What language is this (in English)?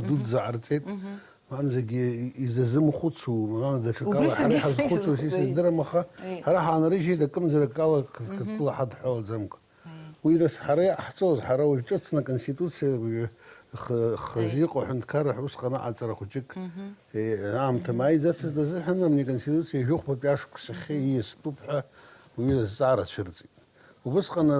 Abkhazian